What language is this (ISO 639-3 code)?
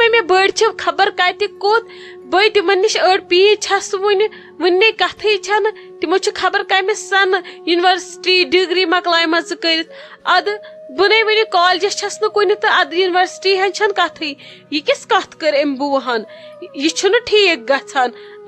kas